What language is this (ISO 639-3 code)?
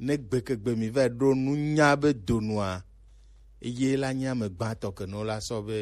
gej